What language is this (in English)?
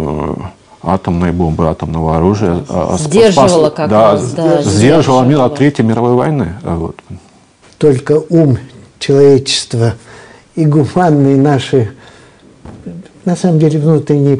Russian